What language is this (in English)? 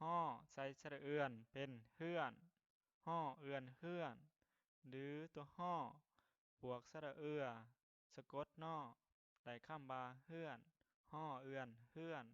Lao